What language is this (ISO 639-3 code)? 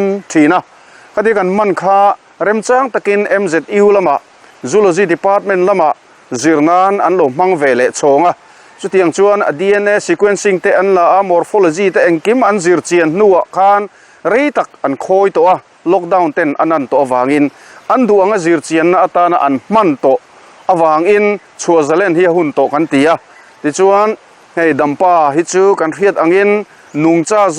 lus